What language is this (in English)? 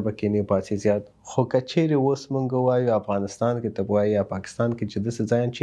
Pashto